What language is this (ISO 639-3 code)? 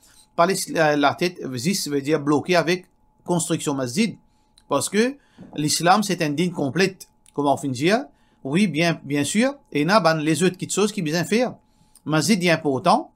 mfe